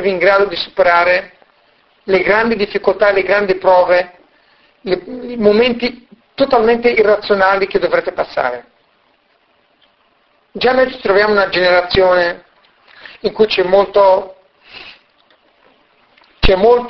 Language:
Italian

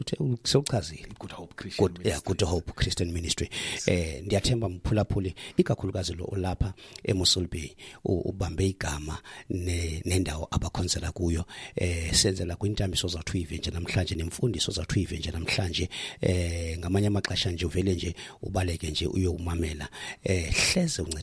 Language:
Xhosa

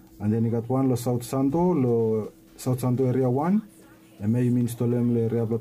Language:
Bislama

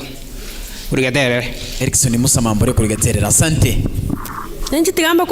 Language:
Gusii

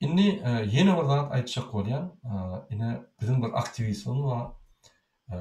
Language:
Turkmen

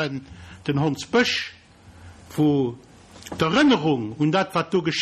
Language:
Luxembourgish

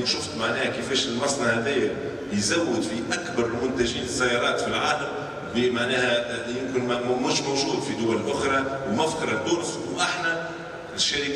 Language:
Tunisian Arabic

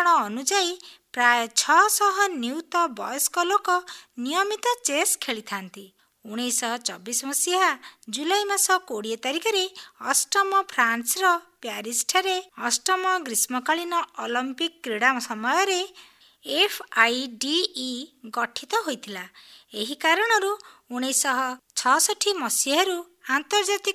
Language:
Odia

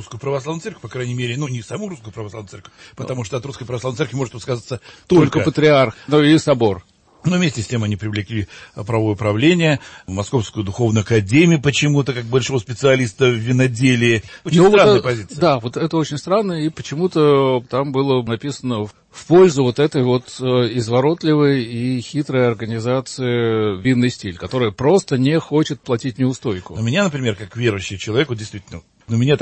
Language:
Russian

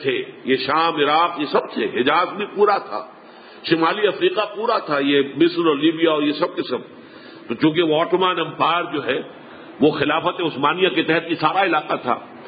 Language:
Urdu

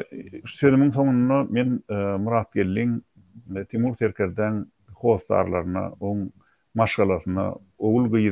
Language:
Turkmen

